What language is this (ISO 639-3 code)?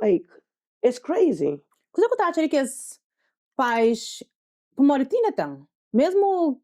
kea